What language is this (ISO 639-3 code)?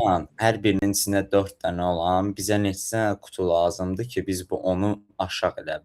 aze